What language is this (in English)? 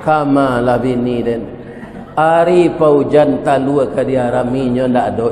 Minangkabau